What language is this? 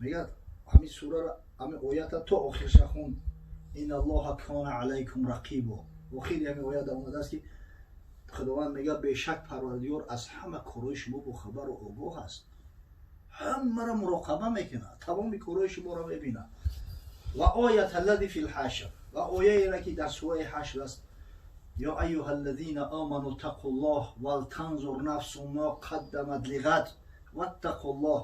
Tajik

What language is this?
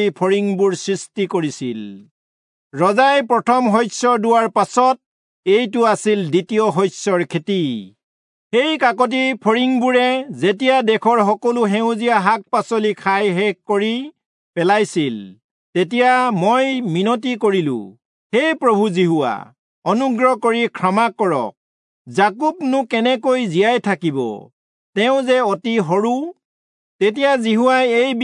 Assamese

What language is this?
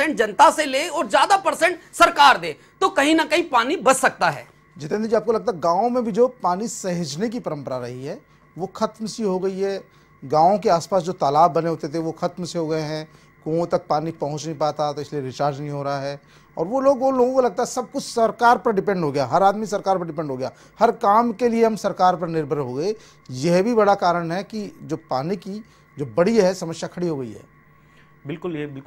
Hindi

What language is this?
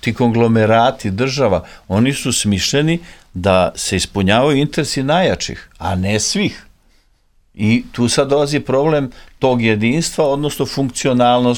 Serbian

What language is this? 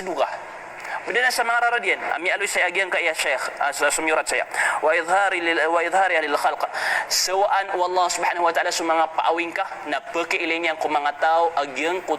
Maranao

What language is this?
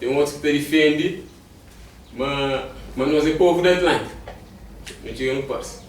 Kabuverdianu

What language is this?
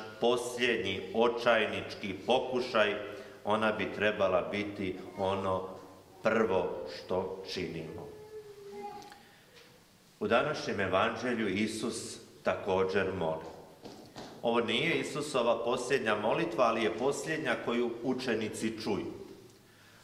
Croatian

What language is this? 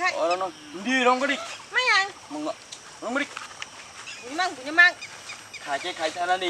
Kok Borok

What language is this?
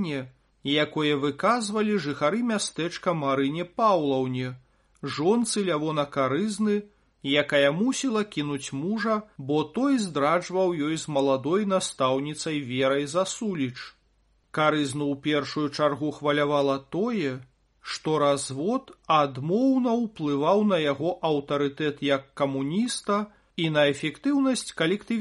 Belarusian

